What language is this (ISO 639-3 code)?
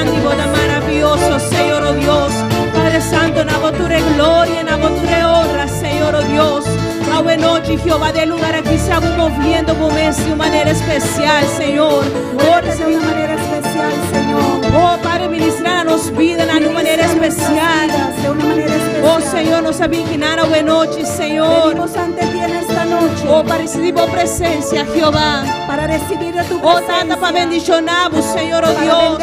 pap